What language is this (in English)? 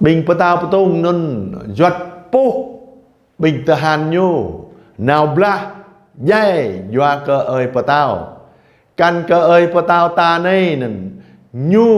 Jarai